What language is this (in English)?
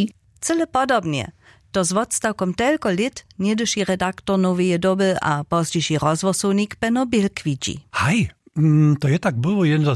Upper Sorbian